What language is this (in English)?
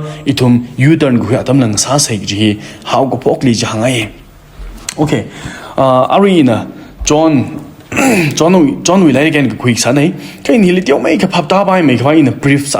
Tangkhul Naga (India)